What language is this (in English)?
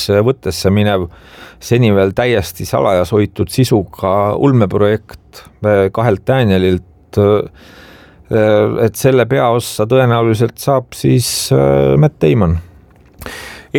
Estonian